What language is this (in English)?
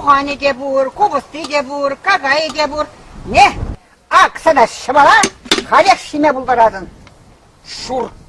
Chuvash